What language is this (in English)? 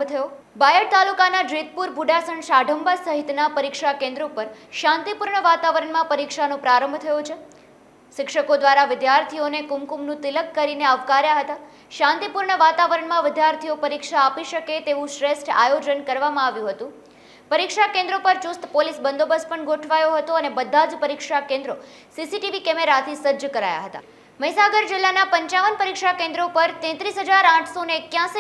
Gujarati